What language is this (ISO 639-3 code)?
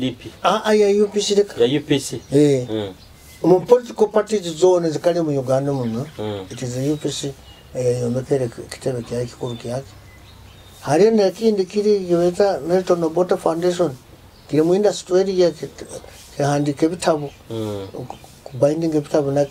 nyo